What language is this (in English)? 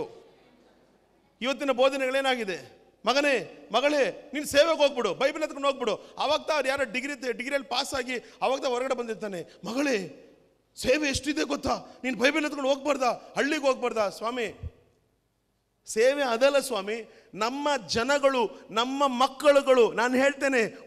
Kannada